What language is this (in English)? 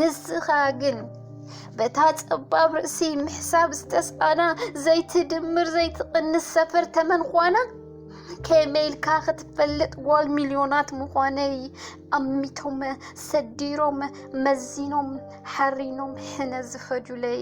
Tigrinya